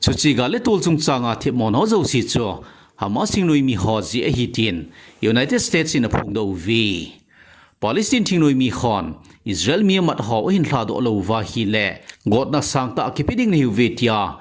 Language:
Thado Chin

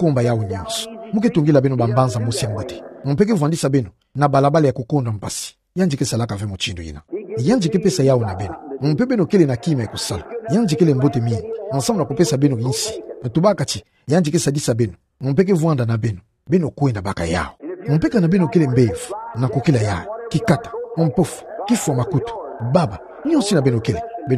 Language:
Kituba (Democratic Republic of Congo)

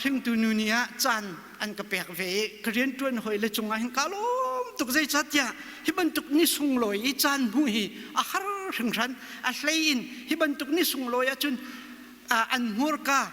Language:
Hakha Chin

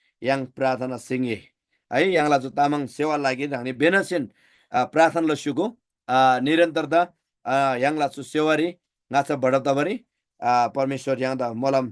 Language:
Eastern Tamang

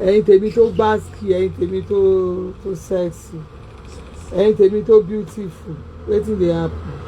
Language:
Yoruba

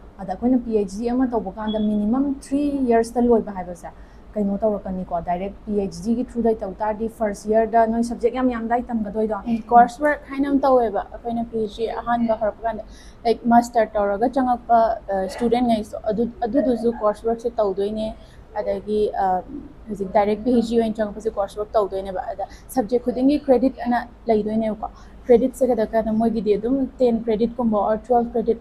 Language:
Manipuri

